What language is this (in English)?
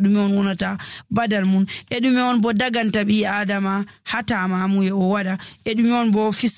Nigerian Fulfulde